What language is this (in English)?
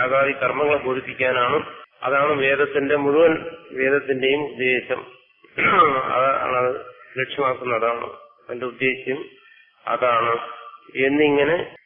Malayalam